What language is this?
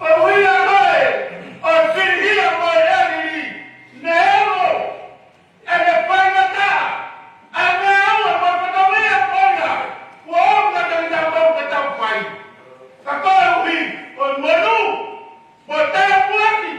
Tongan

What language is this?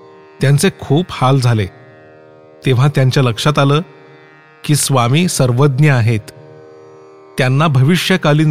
Marathi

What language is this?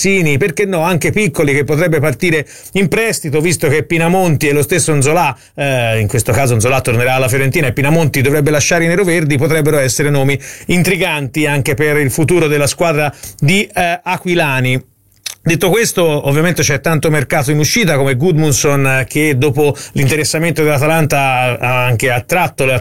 Italian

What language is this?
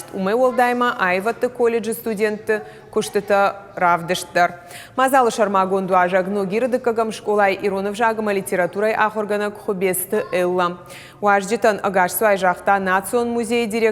Ossetic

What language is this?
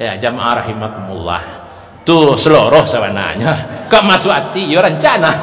Minangkabau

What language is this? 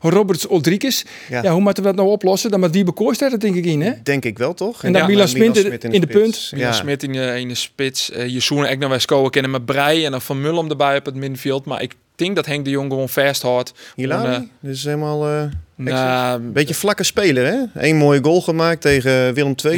Western Frisian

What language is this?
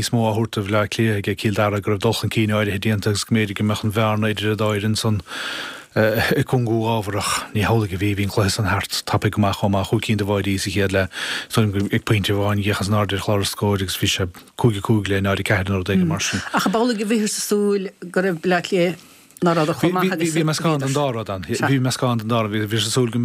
Irish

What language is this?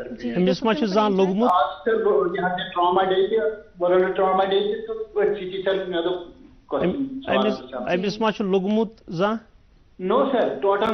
Kashmiri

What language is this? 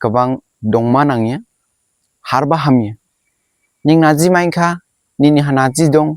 Dimasa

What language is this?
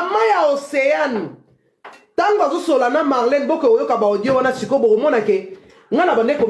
Lingala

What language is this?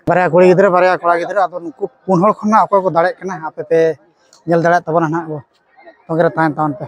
Santali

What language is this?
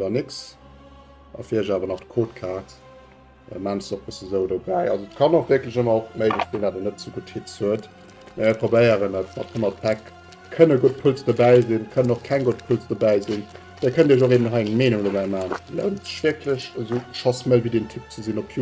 Luxembourgish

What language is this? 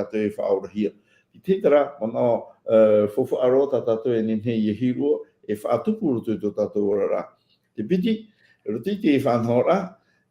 Tahitian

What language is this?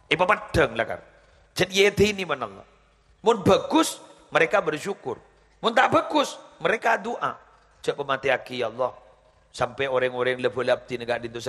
Madurese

